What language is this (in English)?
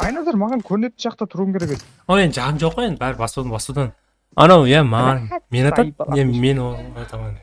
Kara-Kalpak